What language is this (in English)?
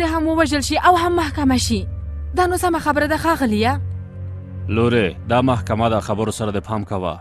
Pashto